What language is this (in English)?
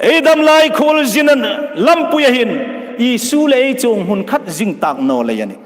Hmar